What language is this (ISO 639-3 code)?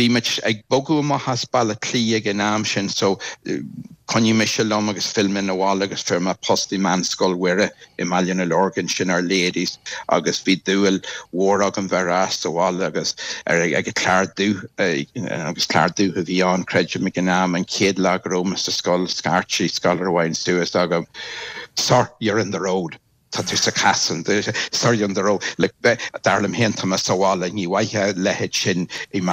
gle